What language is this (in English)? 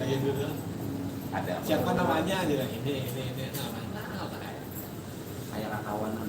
Banjar